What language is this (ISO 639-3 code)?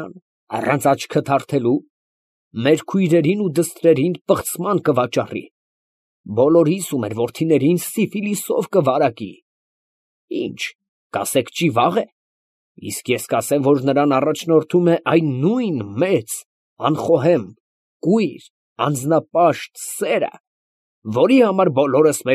hye